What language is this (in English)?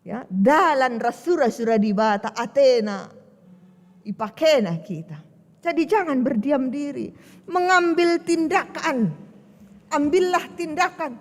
Batak Karo